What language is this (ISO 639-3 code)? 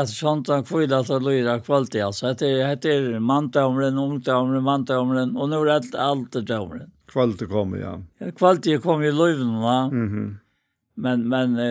fao